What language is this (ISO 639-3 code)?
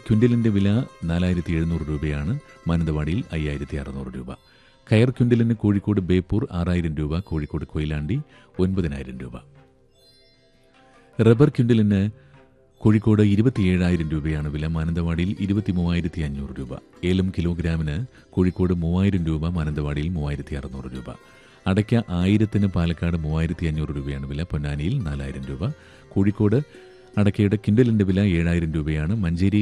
mal